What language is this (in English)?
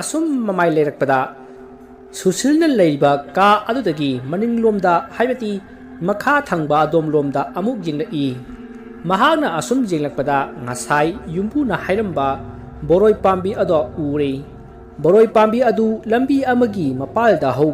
Manipuri